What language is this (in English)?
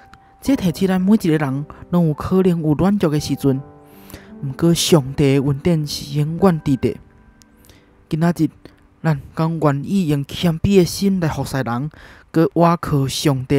Min Nan Chinese